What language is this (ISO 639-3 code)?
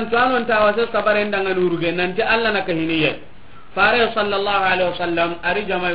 snk